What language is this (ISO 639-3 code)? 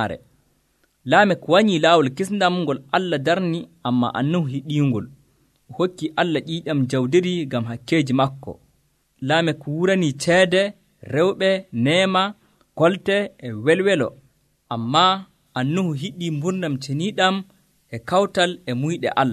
fuv